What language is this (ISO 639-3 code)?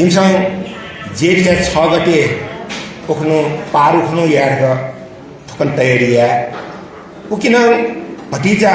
new